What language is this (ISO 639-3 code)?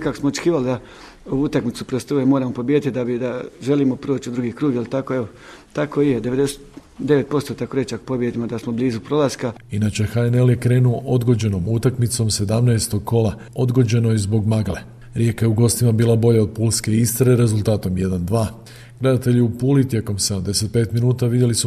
hrv